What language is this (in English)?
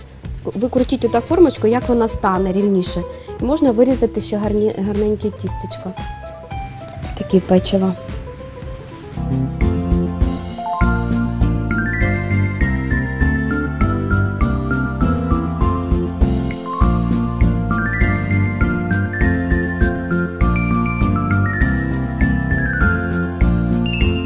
Ukrainian